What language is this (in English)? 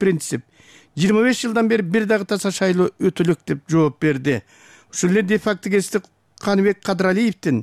Kyrgyz